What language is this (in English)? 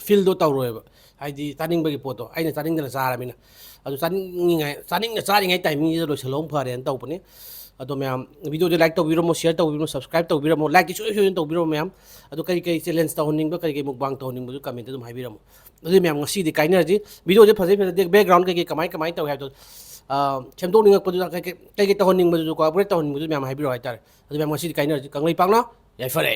Manipuri